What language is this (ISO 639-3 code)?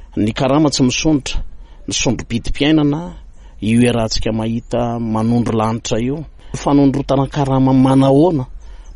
mlg